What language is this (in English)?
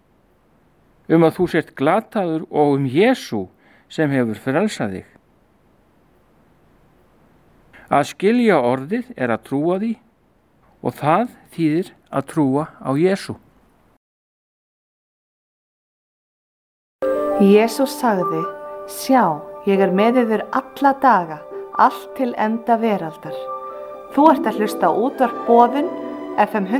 Icelandic